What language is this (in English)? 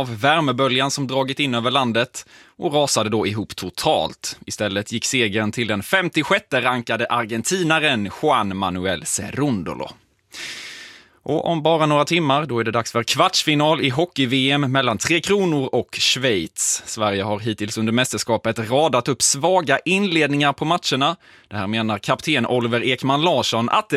Swedish